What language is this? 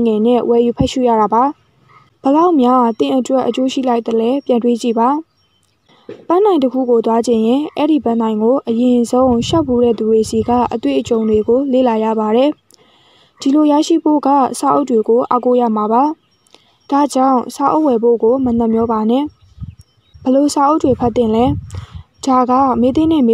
Burmese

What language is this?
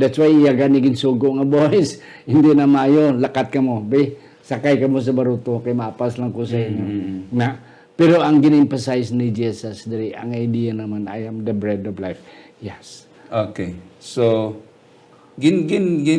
Hiligaynon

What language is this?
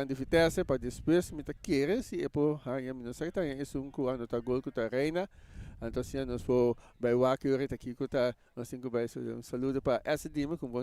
Papiamento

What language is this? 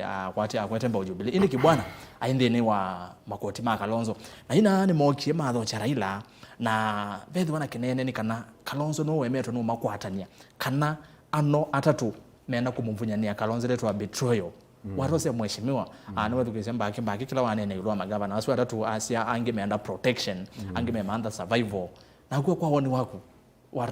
Kamba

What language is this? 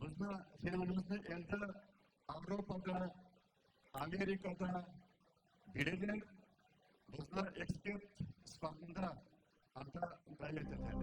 Crimean Tatar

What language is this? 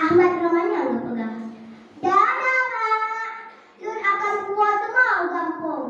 Achinese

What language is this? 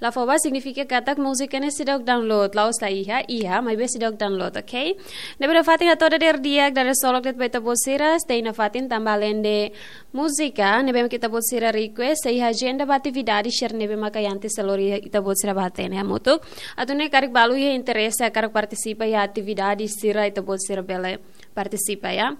Tetum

